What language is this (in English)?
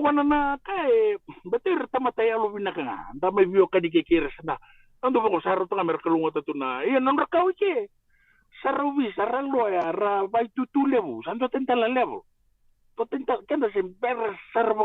Fijian